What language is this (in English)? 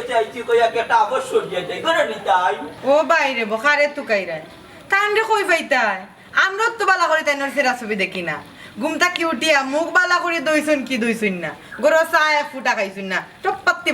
Sylheti